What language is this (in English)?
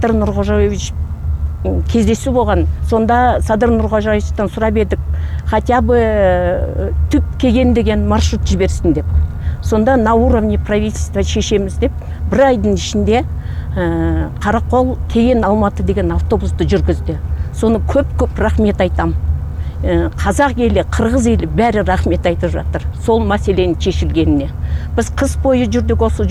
Kyrgyz